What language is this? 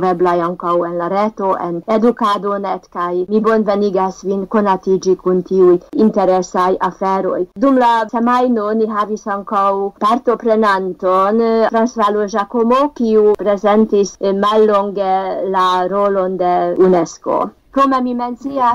Esperanto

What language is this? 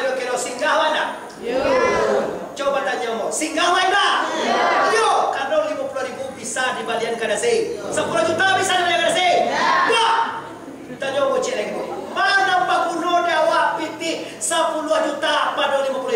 Minangkabau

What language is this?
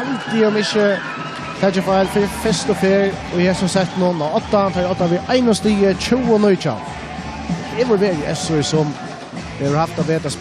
Faroese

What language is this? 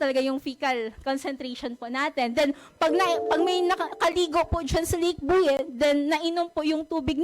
Buhi'non Bikol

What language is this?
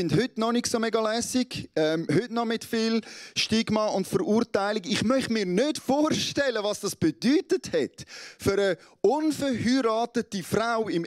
Swiss German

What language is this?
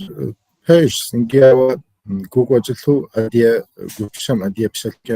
Kabardian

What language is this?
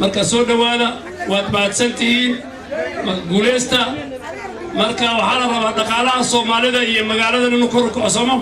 Somali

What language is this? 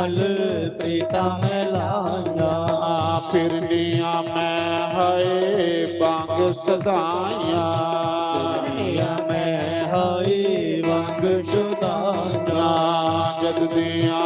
Dogri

